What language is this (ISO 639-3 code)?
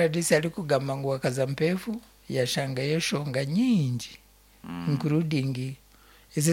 nyn